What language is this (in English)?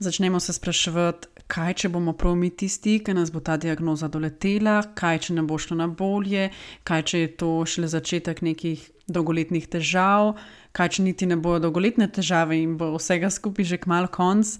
Slovenian